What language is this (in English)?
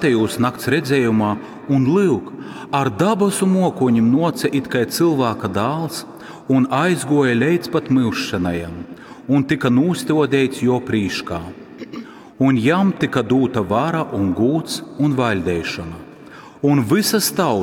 Latgalian